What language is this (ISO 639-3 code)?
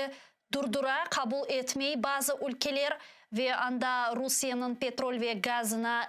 crh